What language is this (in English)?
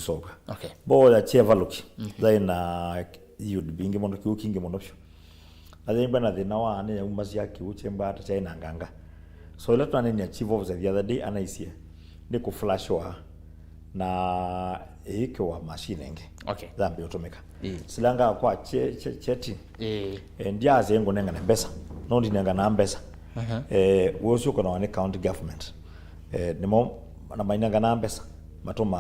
Kamba